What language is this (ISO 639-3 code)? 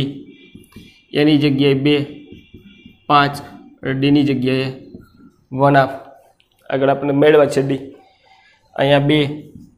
guj